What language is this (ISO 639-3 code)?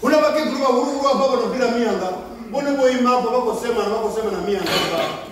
ven